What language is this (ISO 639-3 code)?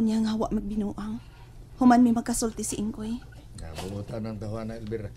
ceb